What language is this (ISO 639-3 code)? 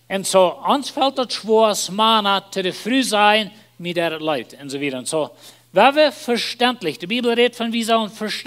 pdt